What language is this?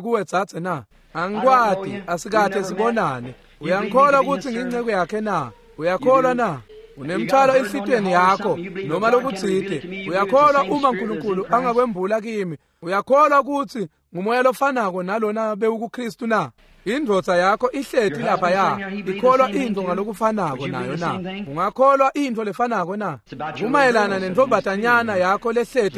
Swati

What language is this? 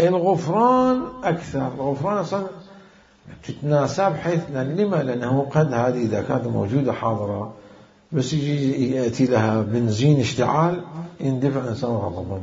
Mesopotamian Arabic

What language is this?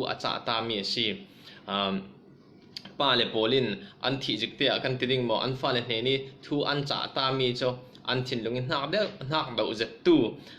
Falam Chin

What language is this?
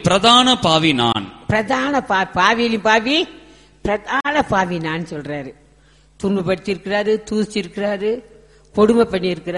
Tamil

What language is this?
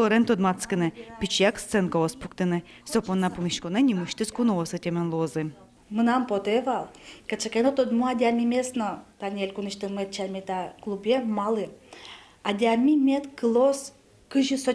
Udmurt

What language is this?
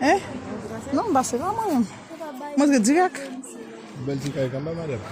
Haitian Creole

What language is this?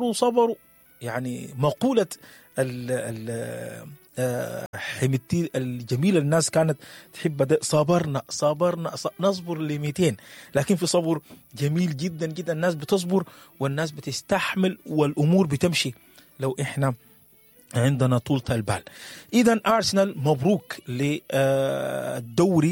Sudanese Arabic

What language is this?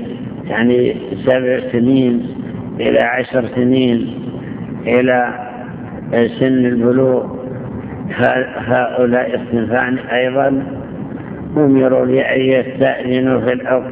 Arabic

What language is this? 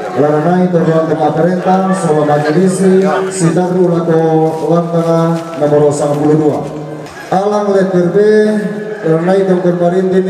Toraja-Sa'dan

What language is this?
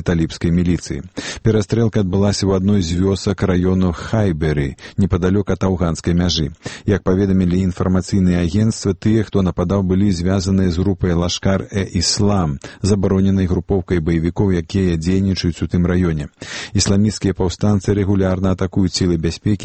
Belarusian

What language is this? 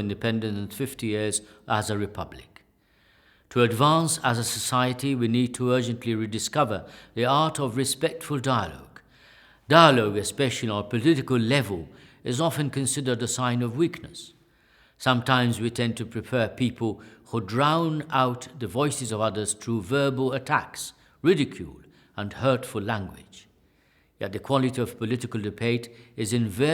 English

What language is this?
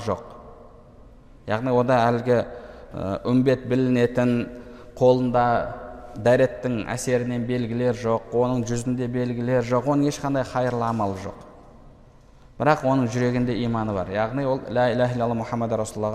Kazakh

